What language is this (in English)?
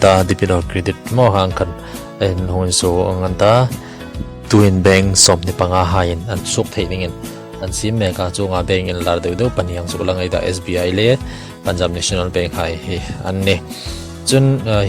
Hmar